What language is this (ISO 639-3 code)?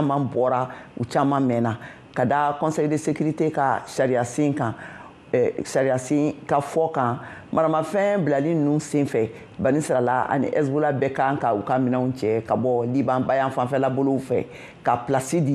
bam